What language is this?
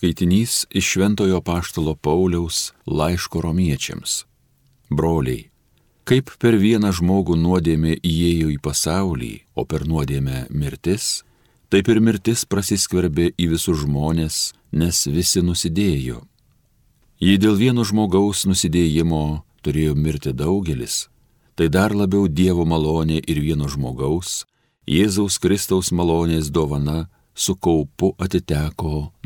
Lithuanian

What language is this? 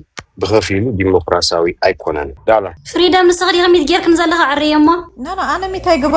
Tigrinya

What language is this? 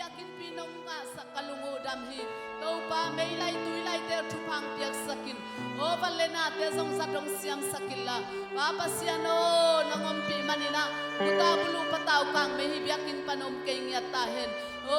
Tedim Chin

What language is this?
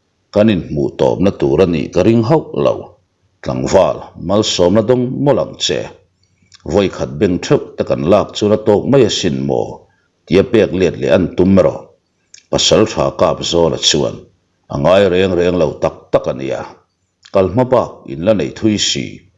Mizo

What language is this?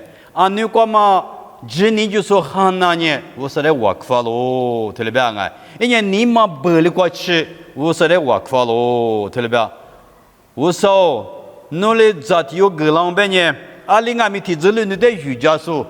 Lisu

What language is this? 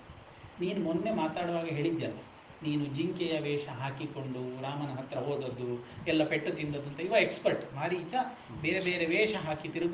Kannada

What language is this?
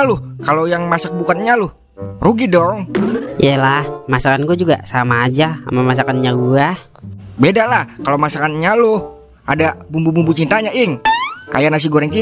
Betawi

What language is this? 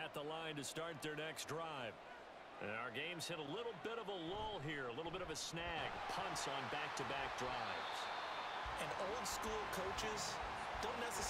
English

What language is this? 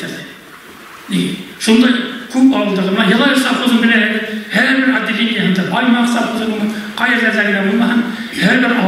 Bashkir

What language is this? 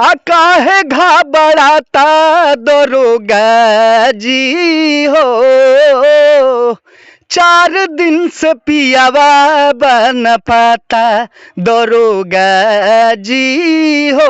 Bhojpuri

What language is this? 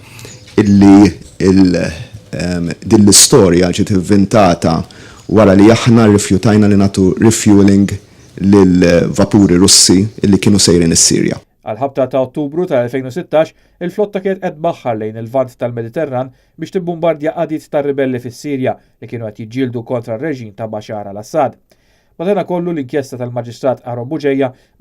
Maltese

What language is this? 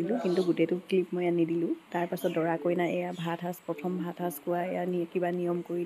Assamese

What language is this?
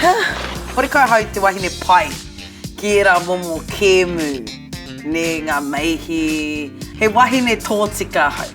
Māori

